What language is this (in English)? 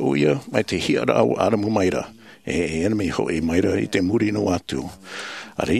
Tahitian